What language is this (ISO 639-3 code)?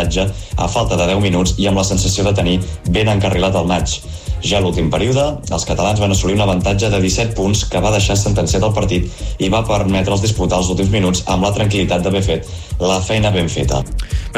cat